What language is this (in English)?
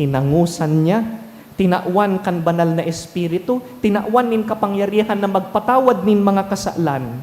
Bikol